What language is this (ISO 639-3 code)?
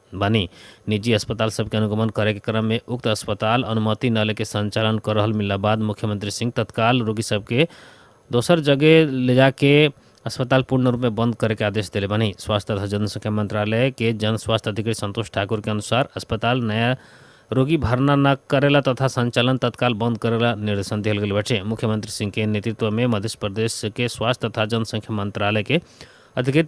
bho